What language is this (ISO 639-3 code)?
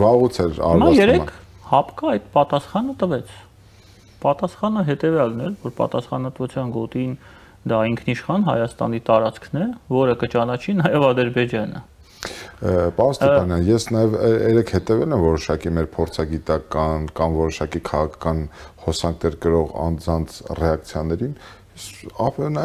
hye